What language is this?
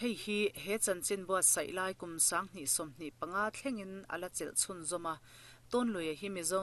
Mizo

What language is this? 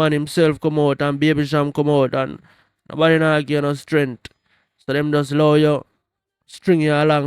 Jamaican Creole English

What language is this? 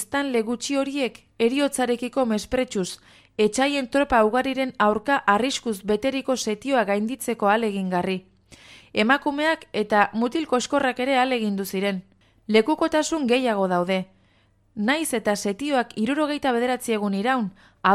Basque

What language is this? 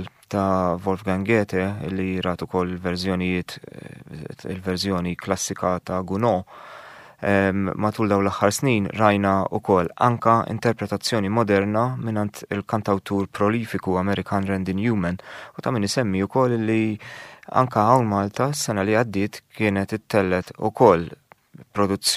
Maltese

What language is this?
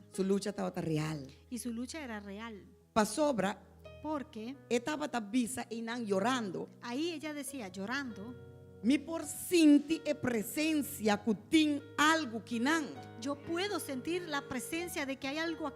Papiamento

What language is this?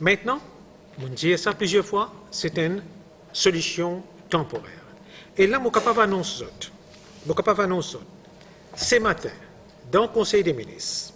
Morisyen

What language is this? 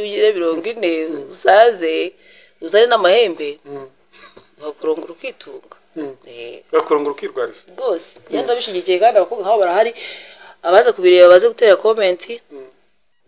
Kinyarwanda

